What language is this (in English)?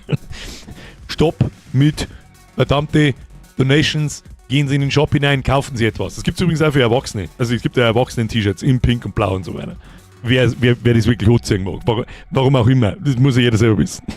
Bavarian